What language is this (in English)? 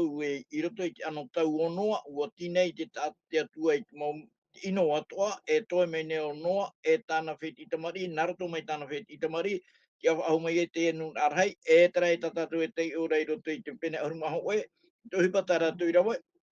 Tahitian